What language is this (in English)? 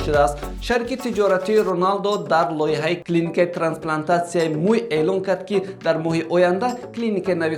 Tajik